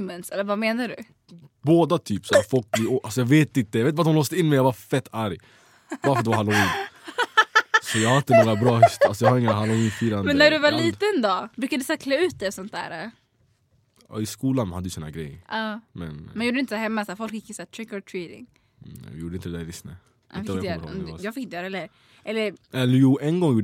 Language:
Swedish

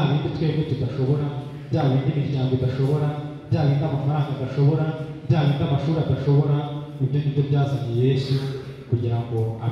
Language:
Kinyarwanda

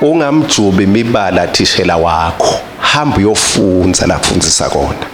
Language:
Swati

